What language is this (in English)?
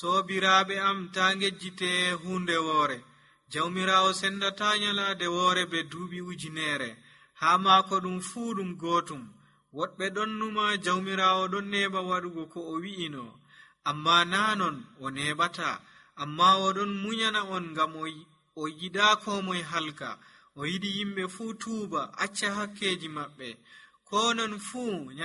Nigerian Fulfulde